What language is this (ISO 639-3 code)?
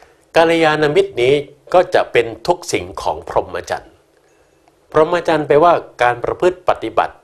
tha